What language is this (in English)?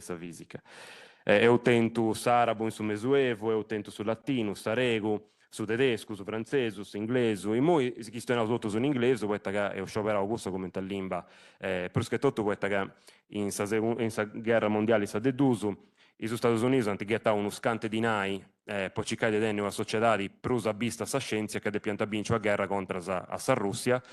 Sardinian